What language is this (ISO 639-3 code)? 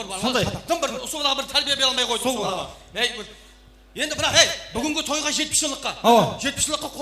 kaa